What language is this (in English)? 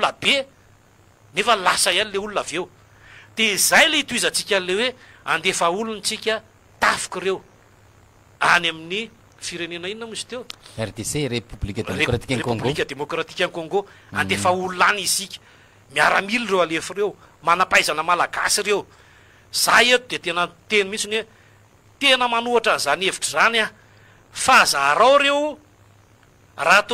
Malagasy